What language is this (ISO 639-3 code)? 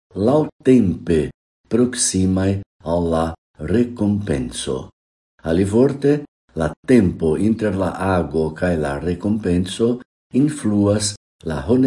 epo